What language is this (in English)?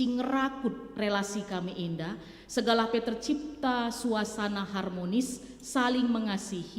Batak Karo